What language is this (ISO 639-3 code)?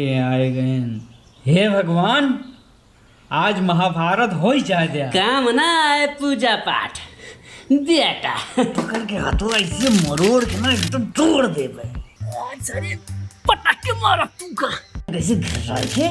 awa